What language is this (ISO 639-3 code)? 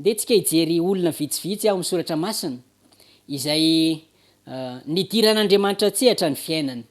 mlg